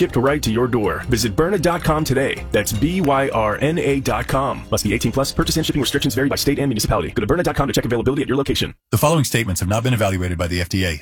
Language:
English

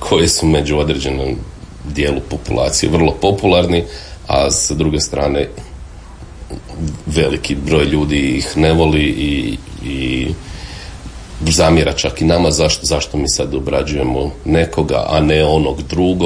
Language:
Croatian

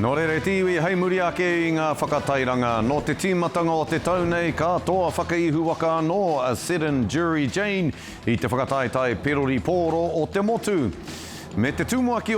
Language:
Māori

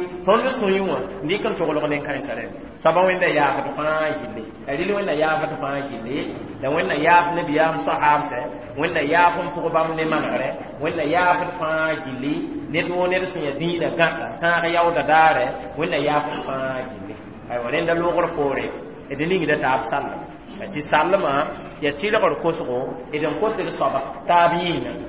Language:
Mossi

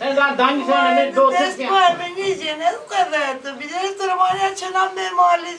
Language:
Zaza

